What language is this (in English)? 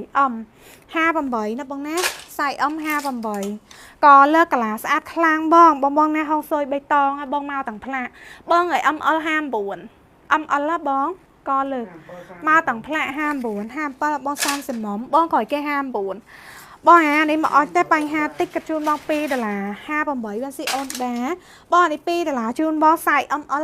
Khmer